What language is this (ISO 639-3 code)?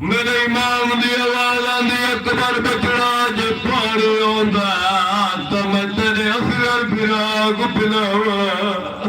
skr